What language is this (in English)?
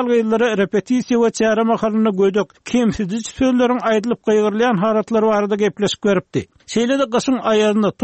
Turkmen